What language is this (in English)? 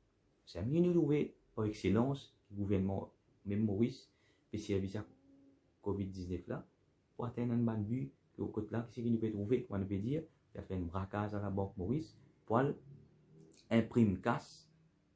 Morisyen